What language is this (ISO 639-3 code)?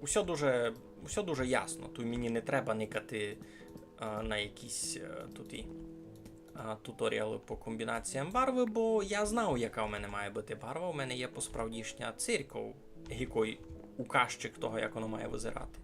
rue